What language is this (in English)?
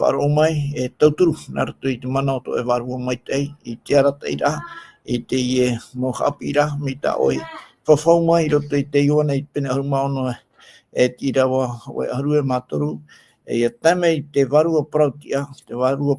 Tahitian